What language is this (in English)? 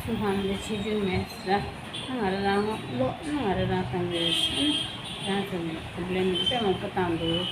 Tibetan